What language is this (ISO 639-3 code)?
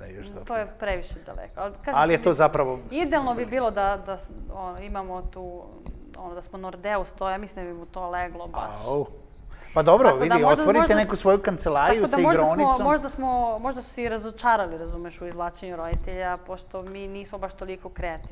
srp